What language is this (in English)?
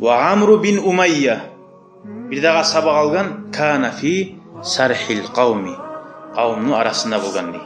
Kumyk